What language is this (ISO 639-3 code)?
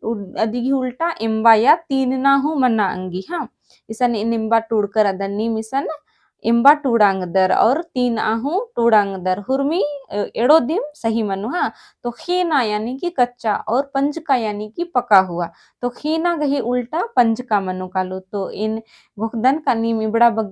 kru